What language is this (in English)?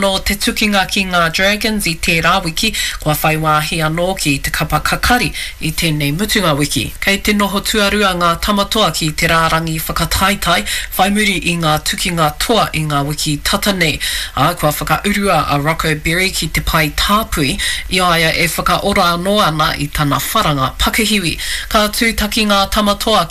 Māori